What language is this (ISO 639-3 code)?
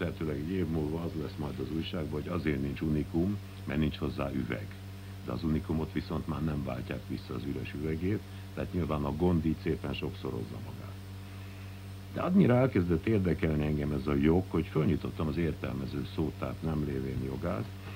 hun